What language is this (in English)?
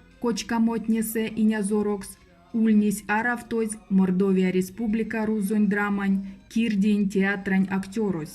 Erzya